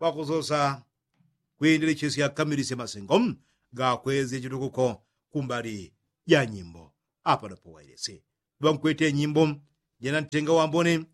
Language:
Yao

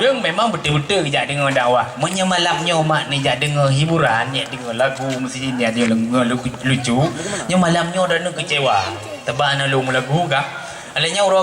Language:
Achinese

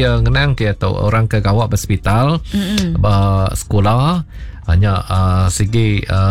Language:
Iban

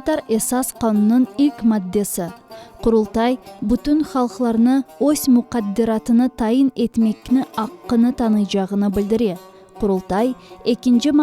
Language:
Crimean Tatar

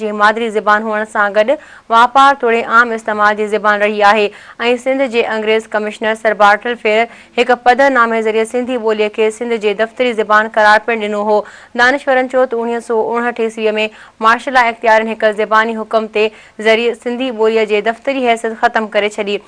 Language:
Sindhi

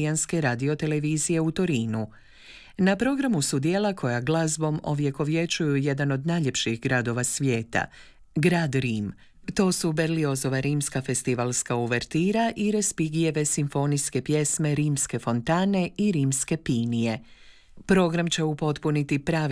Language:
Croatian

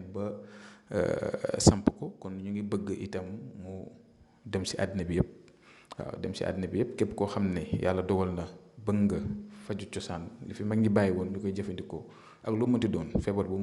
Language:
Wolof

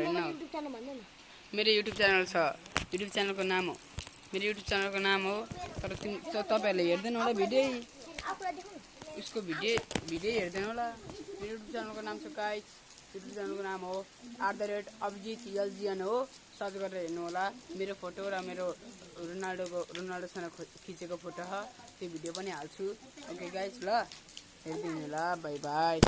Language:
Nepali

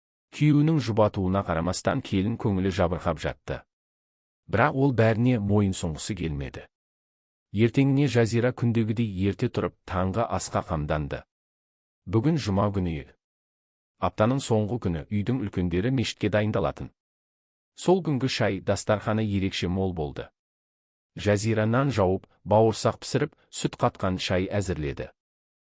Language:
Kazakh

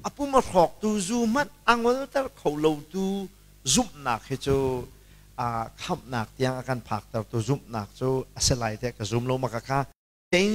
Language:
Hakha Chin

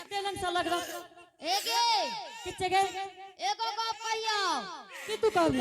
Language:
Angika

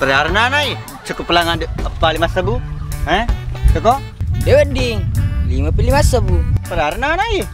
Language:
Buginese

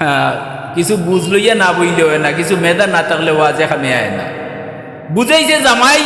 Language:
Sylheti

